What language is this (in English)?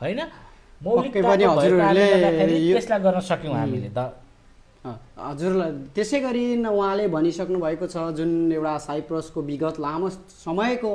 Nepali